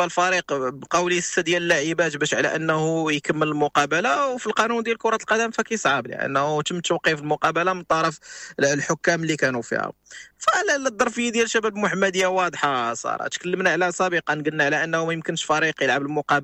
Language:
Moroccan Arabic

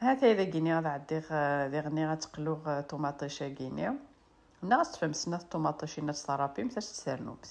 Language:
Kabyle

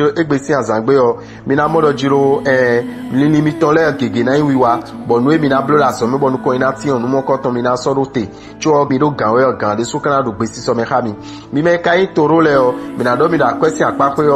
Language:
Fon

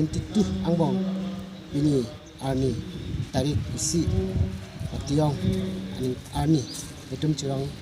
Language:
Karbi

